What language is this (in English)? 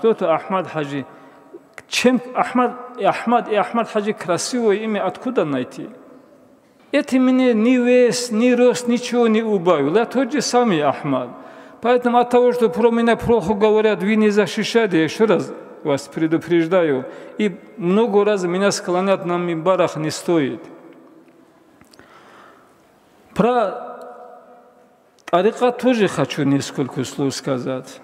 Russian